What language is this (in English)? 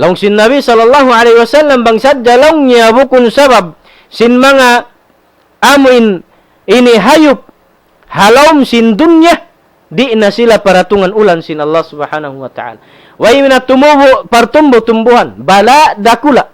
Tausug